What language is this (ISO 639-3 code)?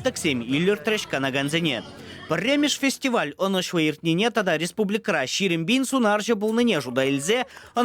chv